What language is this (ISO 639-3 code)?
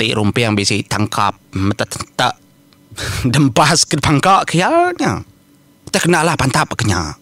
iba